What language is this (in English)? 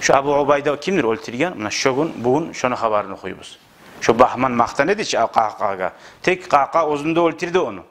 Kumyk